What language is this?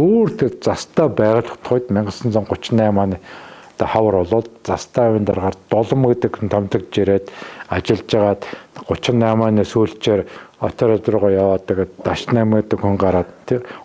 Mongolian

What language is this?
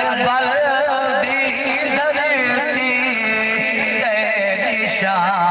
Saraiki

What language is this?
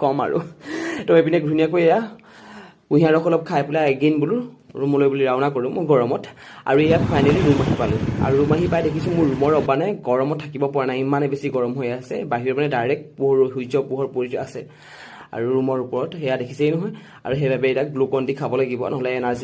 Assamese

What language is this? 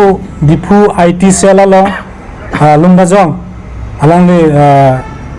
Karbi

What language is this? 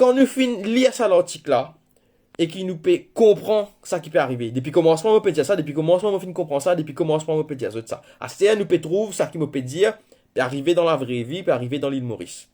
Morisyen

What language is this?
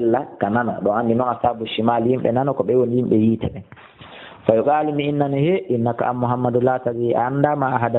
Fula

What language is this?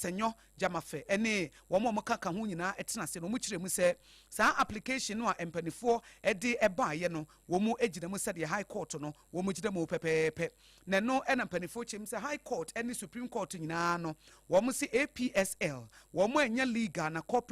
Akan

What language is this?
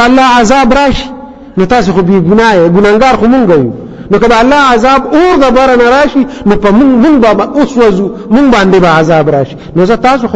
Pashto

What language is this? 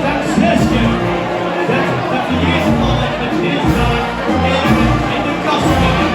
Limburgish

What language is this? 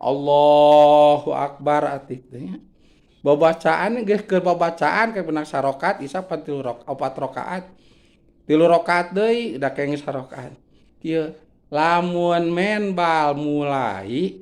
Sundanese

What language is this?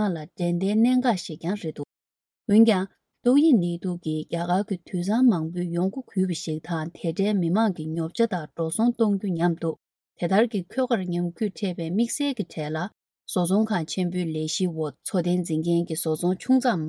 Tibetan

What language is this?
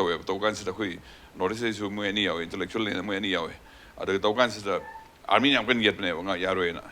Manipuri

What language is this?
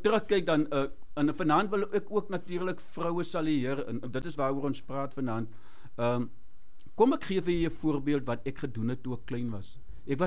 Afrikaans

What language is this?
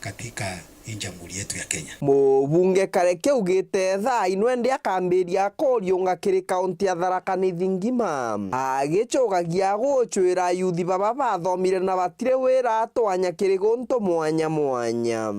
Meru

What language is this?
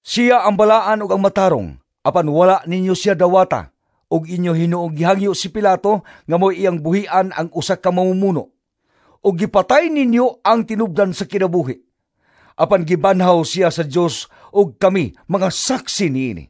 Cebuano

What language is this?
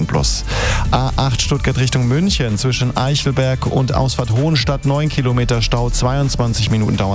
German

